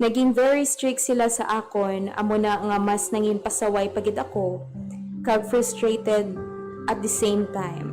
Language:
Hiligaynon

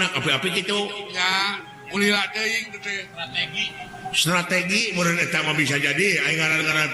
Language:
Sundanese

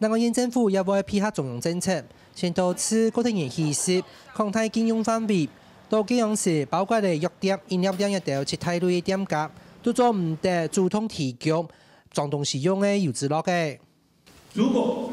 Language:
Hakka Chinese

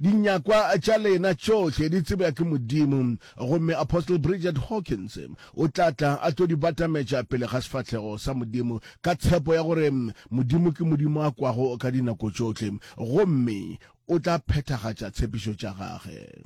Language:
Northern Sotho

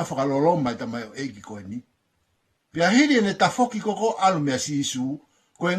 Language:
Tongan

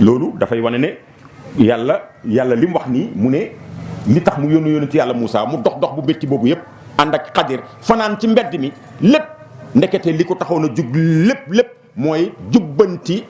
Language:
Wolof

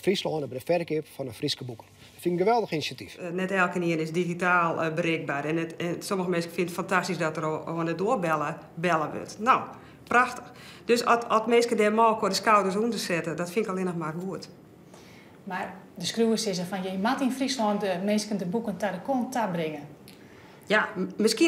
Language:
Western Frisian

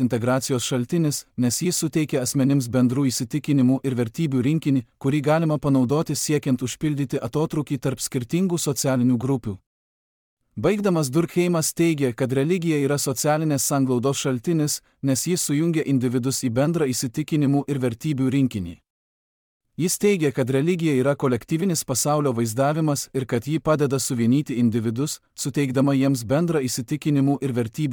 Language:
Lithuanian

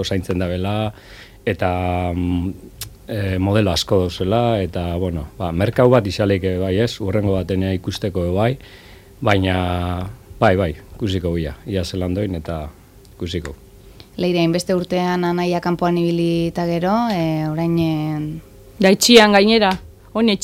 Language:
Basque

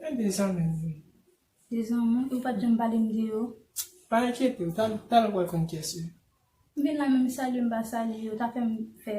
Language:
Haitian Creole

